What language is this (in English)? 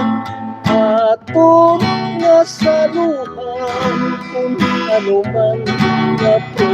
Hiligaynon